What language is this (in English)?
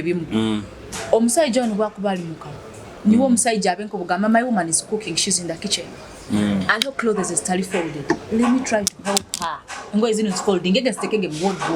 Nyoro